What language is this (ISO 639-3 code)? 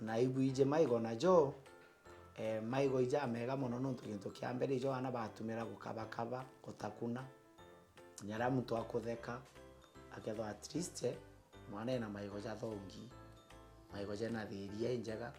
mer